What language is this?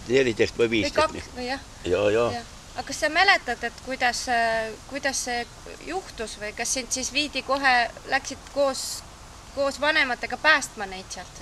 Estonian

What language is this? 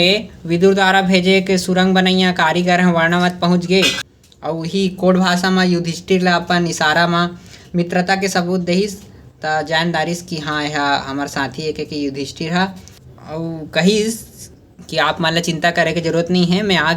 Chhattisgarhi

